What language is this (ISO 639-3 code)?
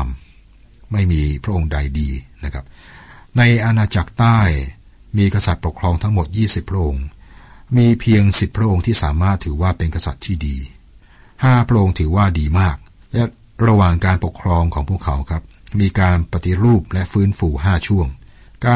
tha